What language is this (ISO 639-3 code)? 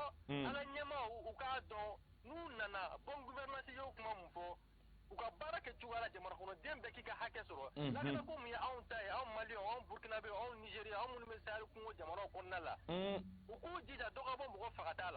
bam